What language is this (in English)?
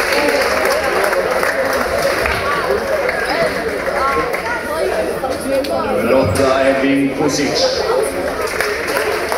Swedish